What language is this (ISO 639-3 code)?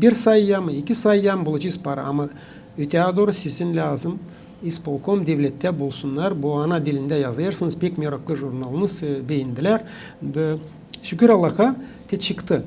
gag